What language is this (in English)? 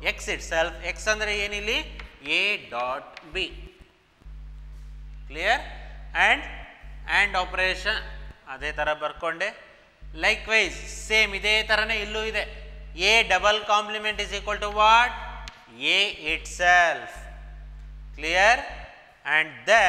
Kannada